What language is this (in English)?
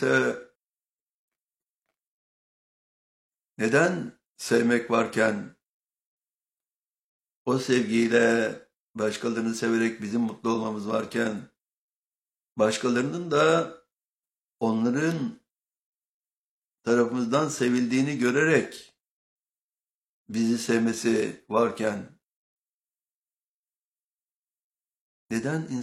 Turkish